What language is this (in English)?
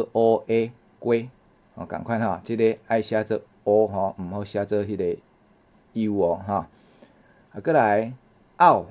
Min Nan Chinese